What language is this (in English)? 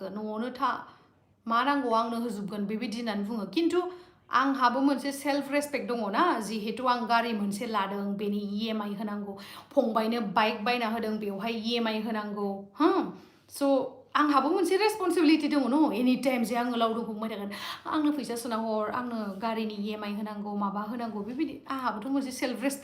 Bodo